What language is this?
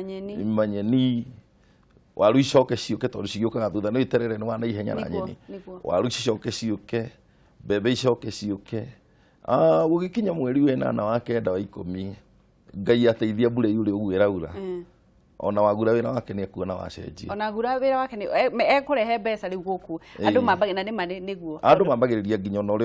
Kikuyu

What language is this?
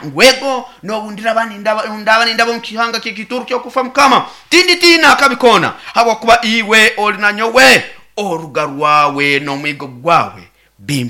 Nyoro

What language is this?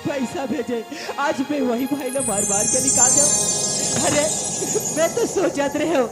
Chhattisgarhi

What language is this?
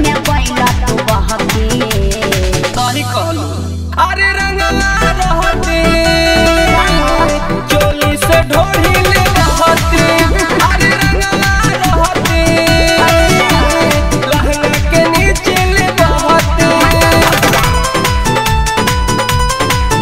Bhojpuri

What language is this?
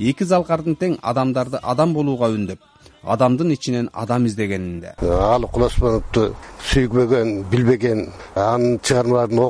Kyrgyz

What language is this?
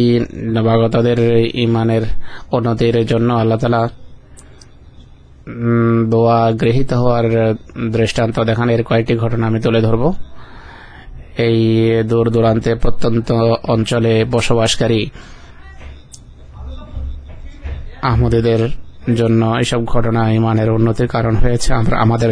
Bangla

